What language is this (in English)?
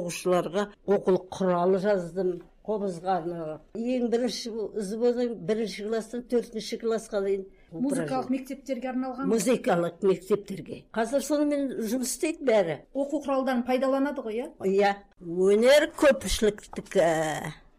Kazakh